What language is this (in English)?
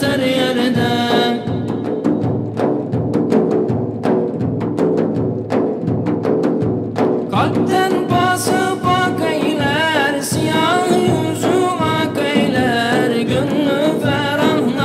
Turkish